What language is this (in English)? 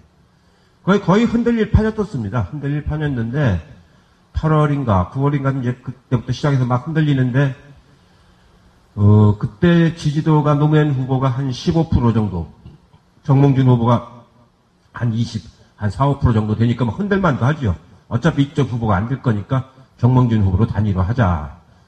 Korean